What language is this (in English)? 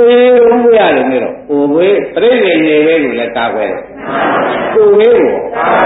Burmese